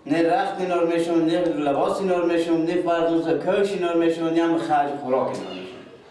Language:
Persian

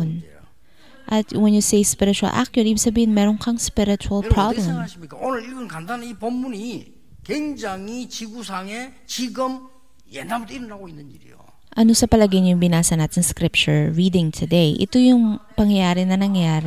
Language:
Filipino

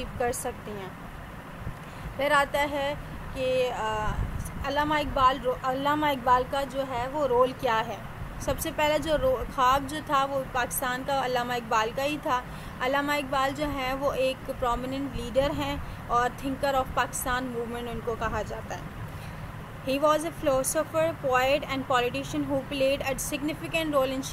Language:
Urdu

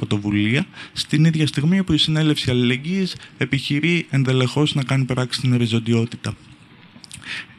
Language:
Greek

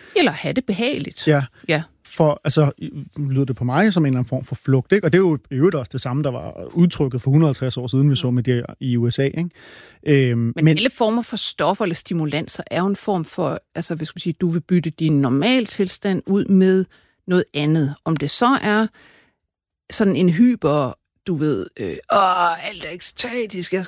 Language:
Danish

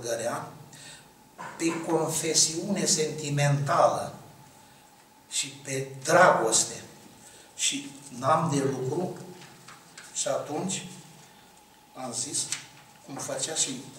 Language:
Romanian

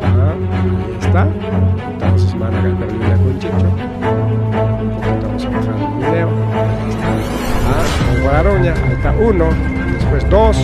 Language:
Ayacucho Quechua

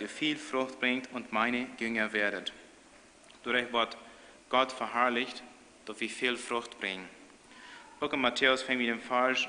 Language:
Plautdietsch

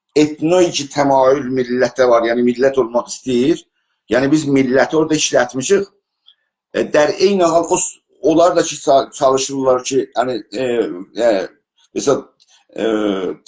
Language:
South Azerbaijani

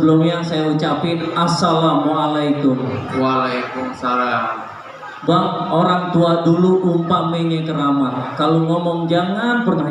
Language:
Betawi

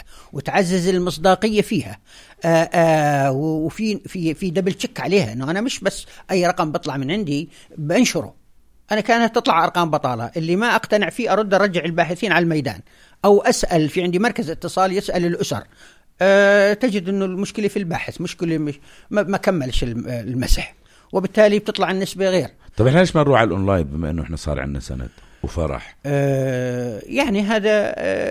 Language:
North Levantine Arabic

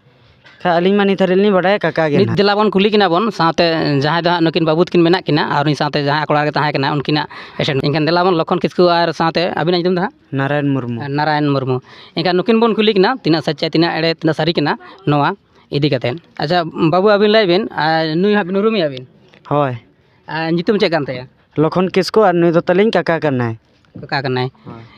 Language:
Santali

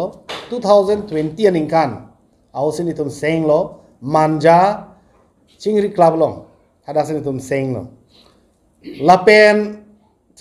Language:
Karbi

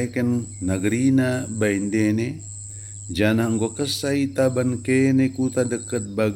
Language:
Batak Dairi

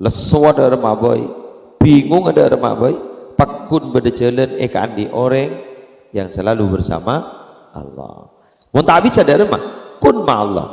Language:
Madurese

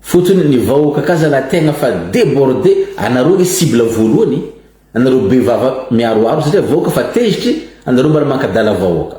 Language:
Malagasy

